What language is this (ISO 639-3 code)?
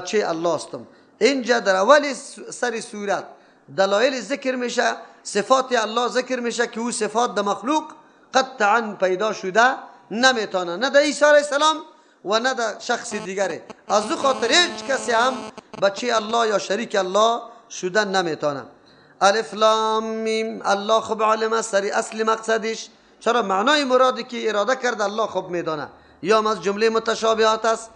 fas